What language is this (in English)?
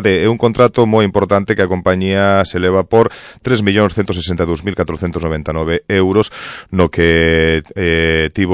Galician